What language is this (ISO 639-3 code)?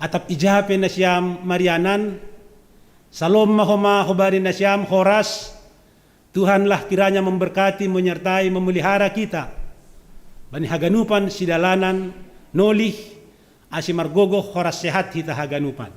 bts